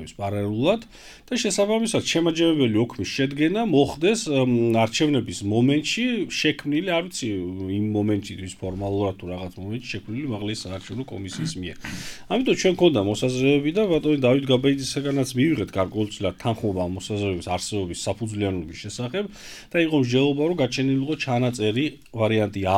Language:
Georgian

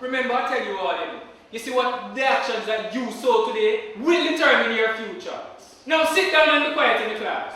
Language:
Jamaican Creole English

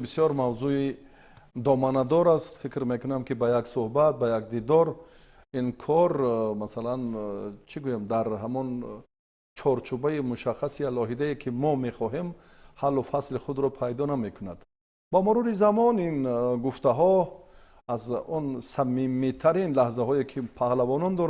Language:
Tajik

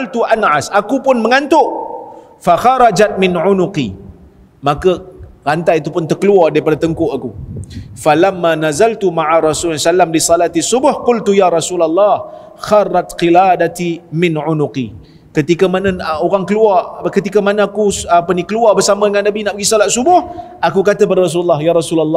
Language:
Malay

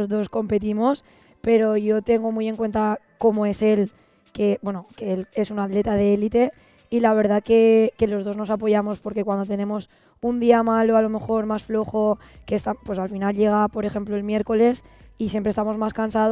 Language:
Spanish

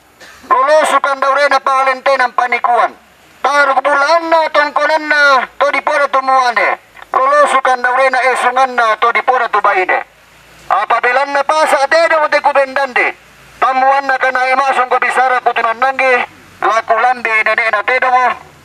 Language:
Toraja-Sa'dan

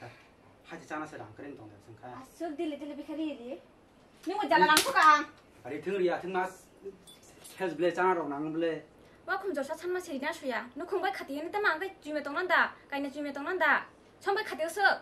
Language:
Kok Borok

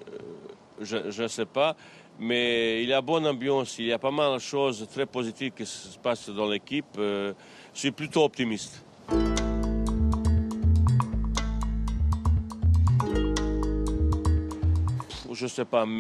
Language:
French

